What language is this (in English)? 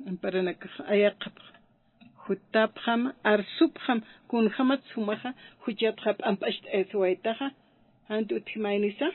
Aymara